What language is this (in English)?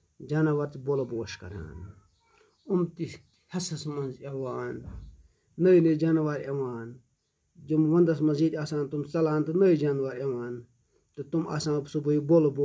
Kashmiri